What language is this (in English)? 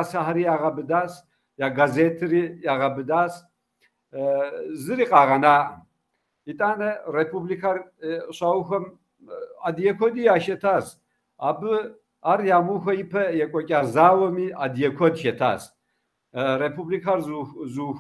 Kabardian